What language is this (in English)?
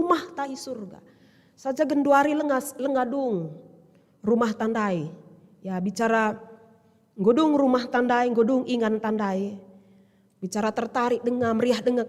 Batak Karo